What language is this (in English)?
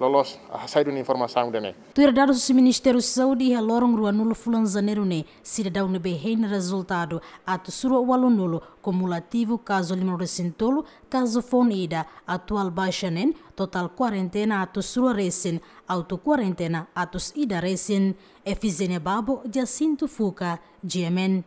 Tetum